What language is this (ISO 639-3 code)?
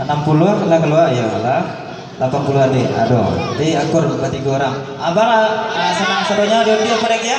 min